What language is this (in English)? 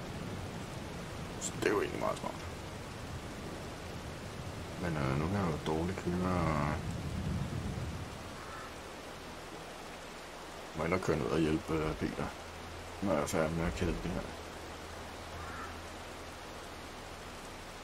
Danish